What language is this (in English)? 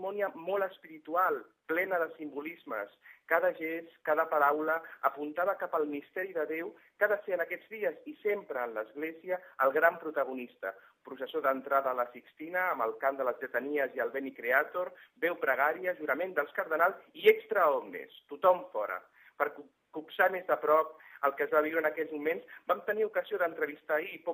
Catalan